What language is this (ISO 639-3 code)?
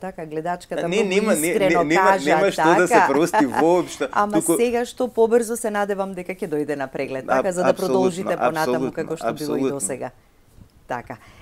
mkd